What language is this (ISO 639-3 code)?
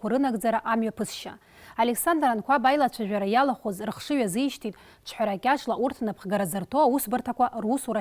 abk